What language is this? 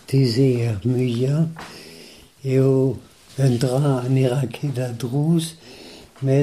Breton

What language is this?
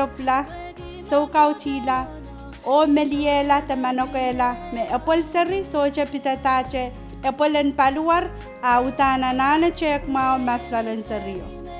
Pohnpeian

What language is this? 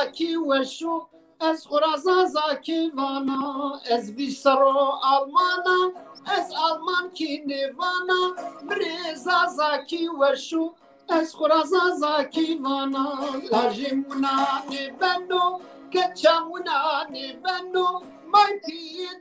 Zaza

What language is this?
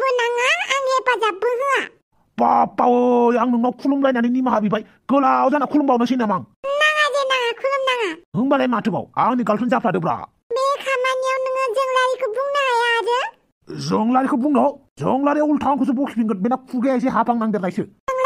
Bodo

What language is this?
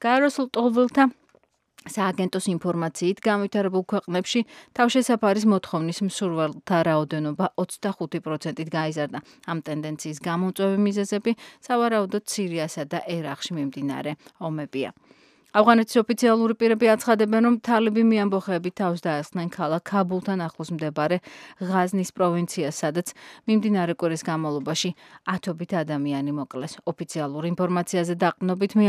Georgian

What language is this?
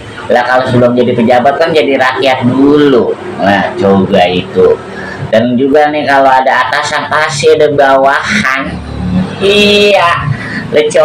Betawi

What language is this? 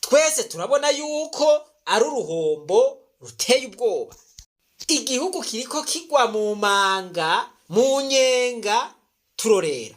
Rundi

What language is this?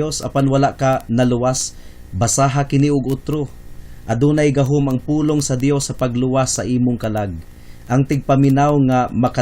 Cebuano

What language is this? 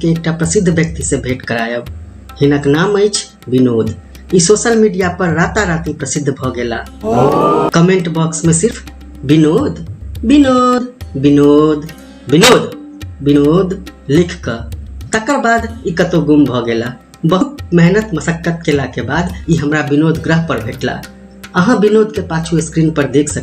Maithili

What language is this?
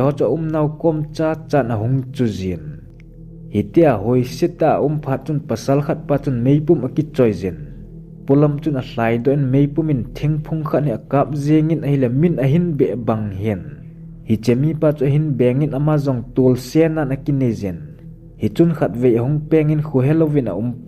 Thado Chin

